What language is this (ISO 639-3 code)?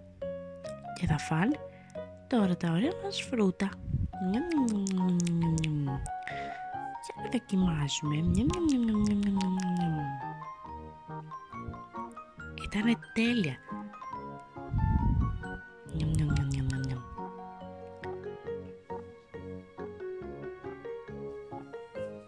ell